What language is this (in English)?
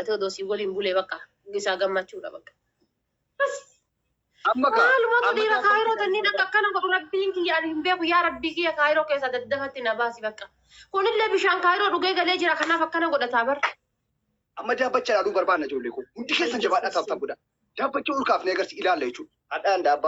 Oromo